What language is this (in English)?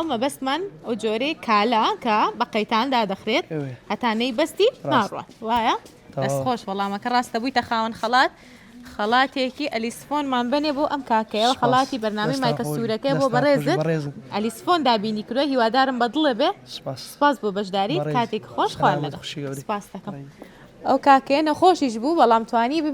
Central Kurdish